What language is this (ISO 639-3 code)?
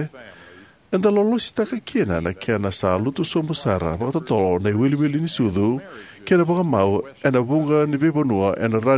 fij